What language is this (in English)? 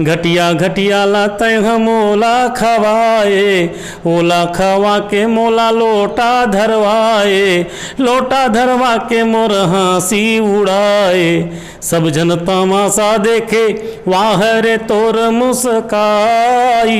Chhattisgarhi